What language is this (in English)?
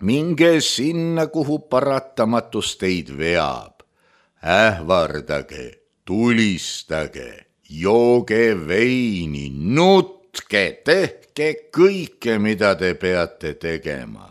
Estonian